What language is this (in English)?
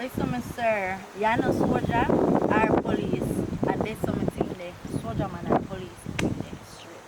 Jamaican Creole English